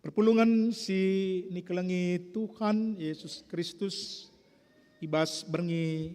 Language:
Batak Karo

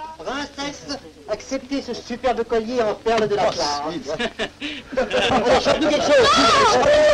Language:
French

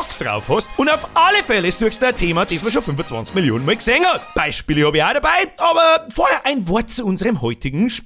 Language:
Bavarian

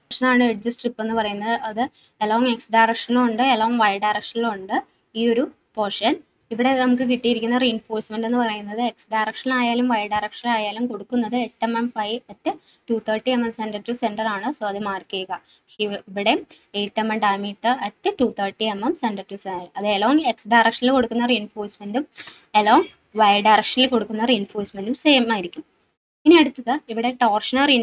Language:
Malayalam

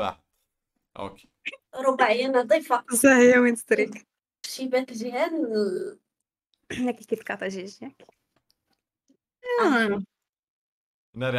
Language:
Moroccan Arabic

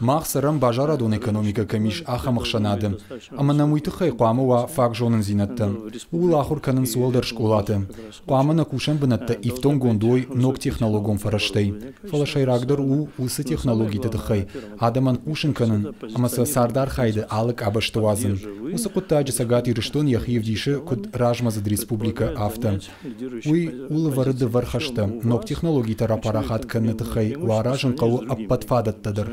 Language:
Ossetic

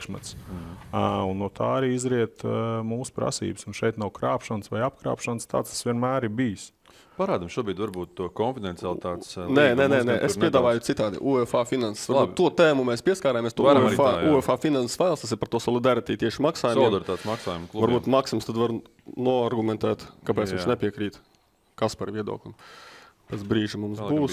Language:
Latvian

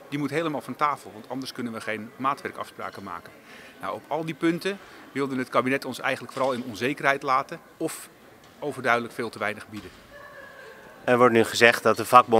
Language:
Dutch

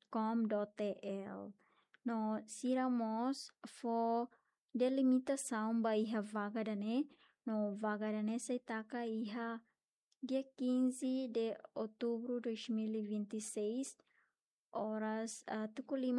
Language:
Tetum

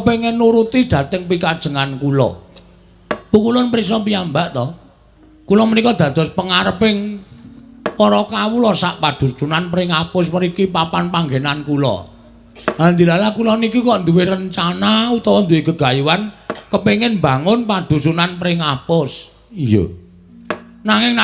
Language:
Javanese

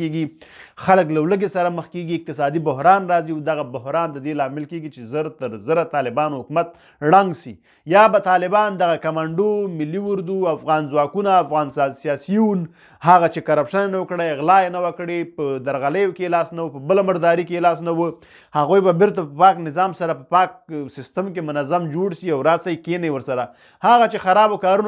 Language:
Pashto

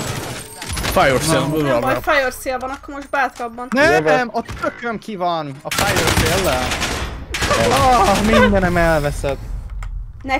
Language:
Hungarian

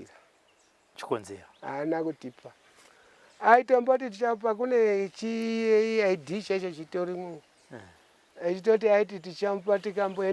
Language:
Shona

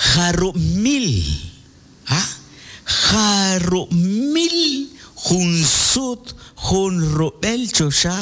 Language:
Kekchí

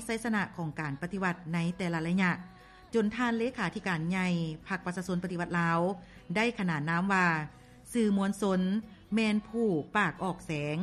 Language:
Lao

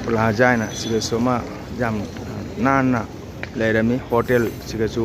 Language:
Manipuri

